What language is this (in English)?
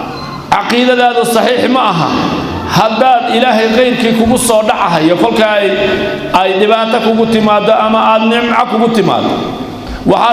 Somali